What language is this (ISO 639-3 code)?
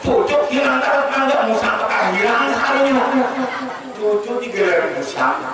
bjn